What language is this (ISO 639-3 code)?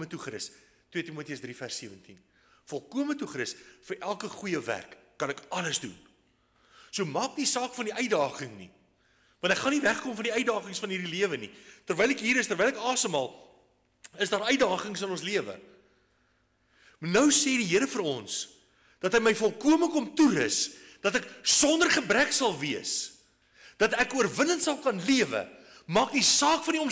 afr